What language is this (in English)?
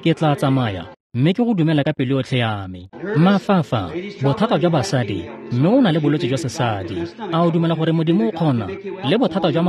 Tswana